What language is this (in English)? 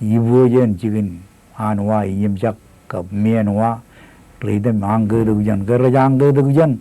Marshallese